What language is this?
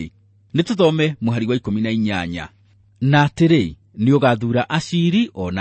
Kikuyu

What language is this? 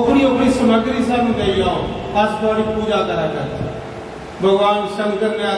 Dogri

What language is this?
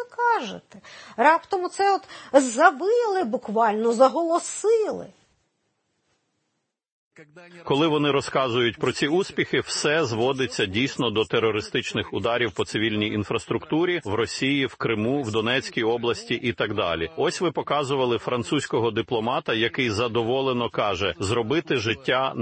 Ukrainian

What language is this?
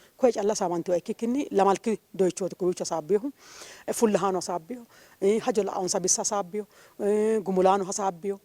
Sidamo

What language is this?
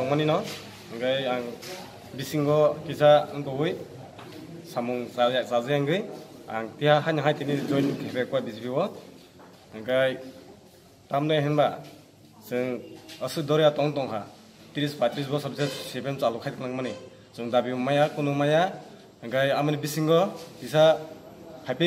Kok Borok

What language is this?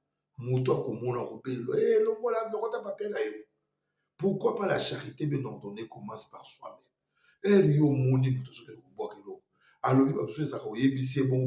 Lingala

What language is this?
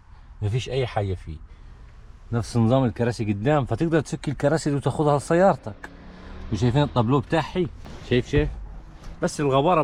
Egyptian Arabic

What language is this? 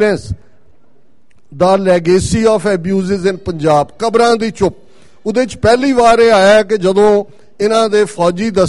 Punjabi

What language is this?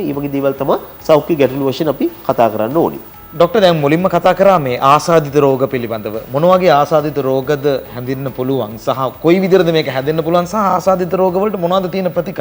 Sinhala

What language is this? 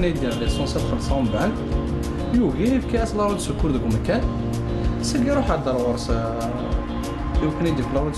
Kabyle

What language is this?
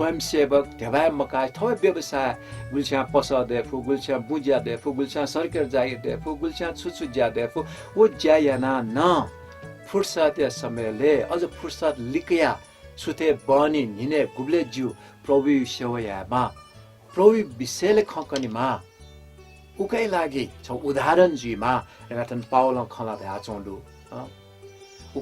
Newari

